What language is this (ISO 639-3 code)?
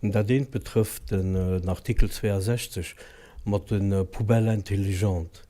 ltz